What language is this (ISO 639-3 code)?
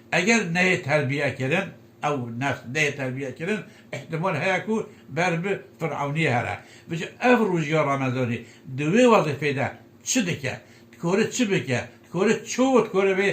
kur